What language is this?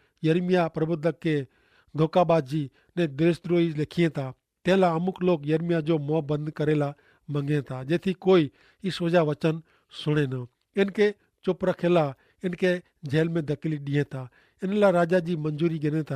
Kachhi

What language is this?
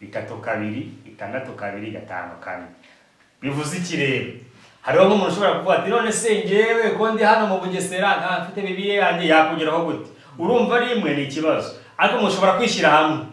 Kinyarwanda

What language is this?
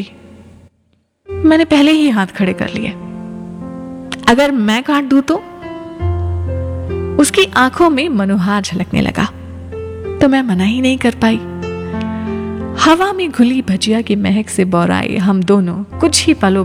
Hindi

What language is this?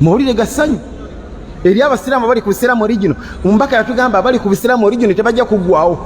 Ganda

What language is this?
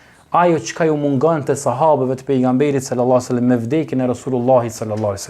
Albanian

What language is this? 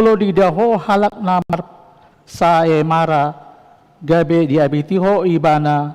Batak Toba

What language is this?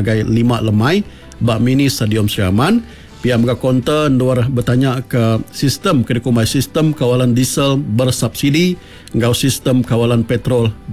Iban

